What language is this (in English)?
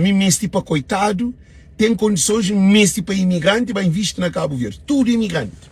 Kabuverdianu